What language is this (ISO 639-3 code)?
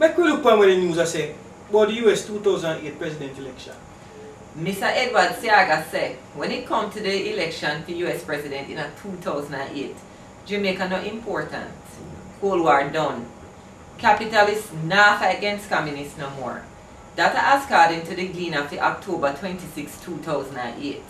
jam